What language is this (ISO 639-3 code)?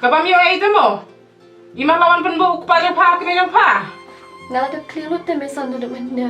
kha